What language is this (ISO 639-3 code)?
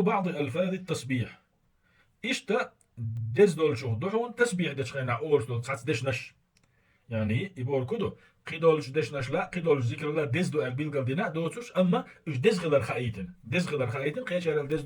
che